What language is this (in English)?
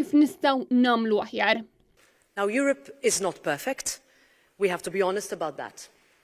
Maltese